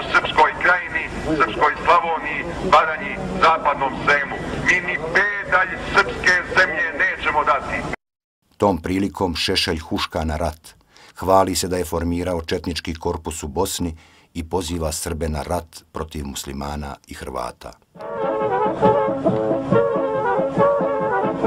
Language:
Bosnian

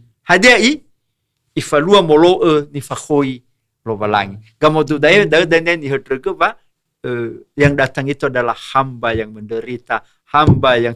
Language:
Nias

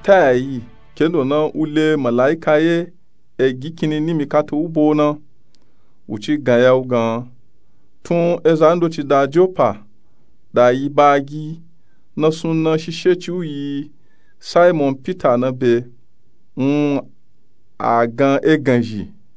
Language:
Nupe-Nupe-Tako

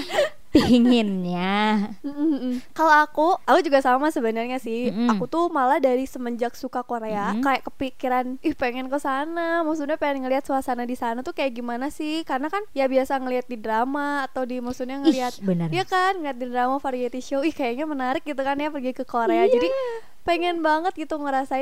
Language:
Indonesian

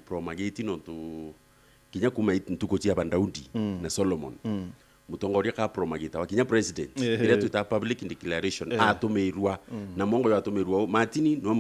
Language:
Meru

